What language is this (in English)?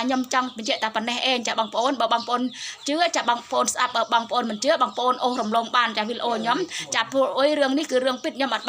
Khmer